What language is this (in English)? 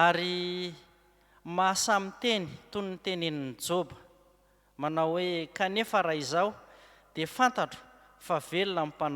Malagasy